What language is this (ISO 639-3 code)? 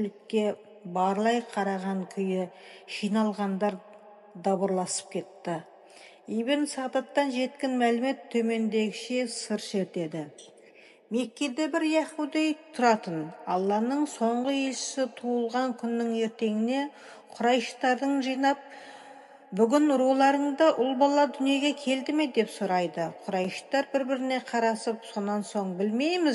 kaz